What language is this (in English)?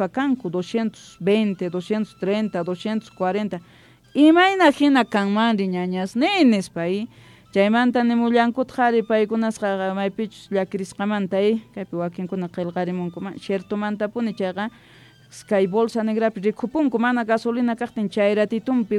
Quechua